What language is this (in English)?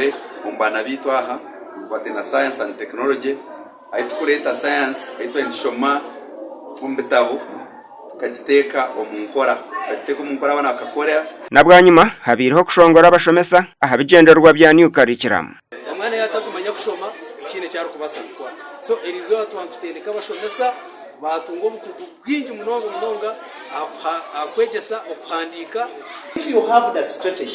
Nyankole